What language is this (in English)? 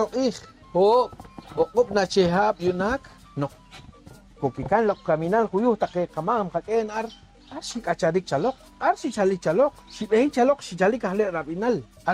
Poqomchi'